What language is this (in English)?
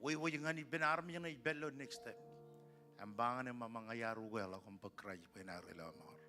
Marshallese